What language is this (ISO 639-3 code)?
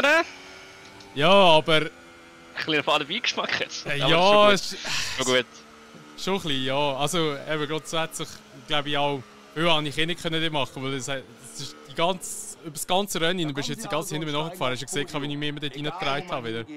gsw